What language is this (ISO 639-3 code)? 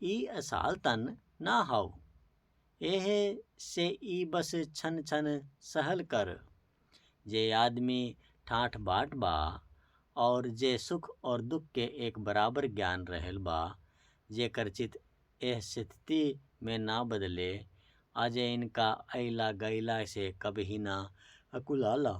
bho